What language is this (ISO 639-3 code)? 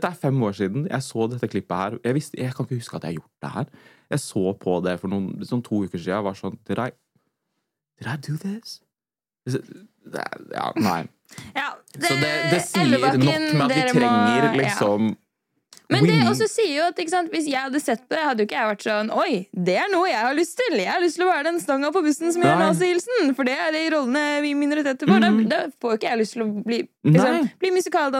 nor